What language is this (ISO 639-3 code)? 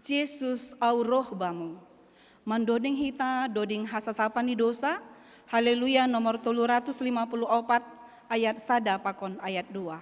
bts